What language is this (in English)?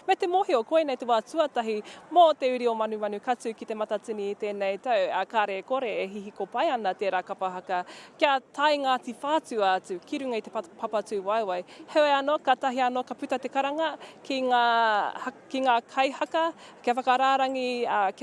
Māori